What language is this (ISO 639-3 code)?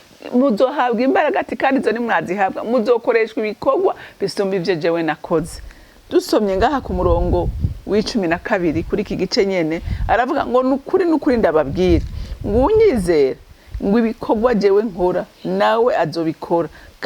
run